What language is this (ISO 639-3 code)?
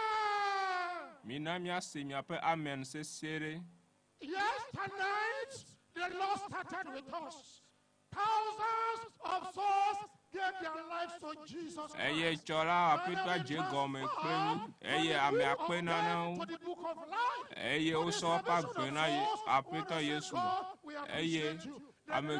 ewe